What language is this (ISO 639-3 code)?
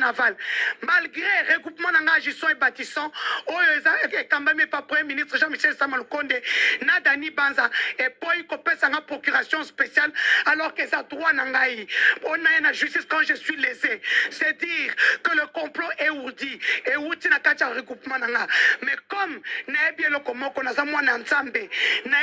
lin